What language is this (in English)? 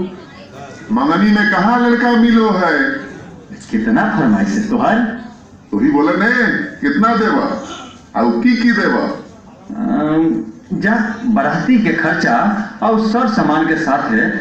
Magahi